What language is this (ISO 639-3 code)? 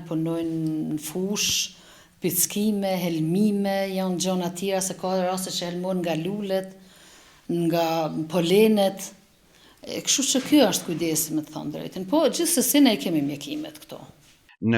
sqi